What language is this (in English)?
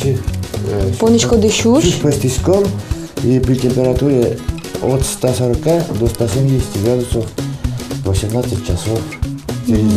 Udmurt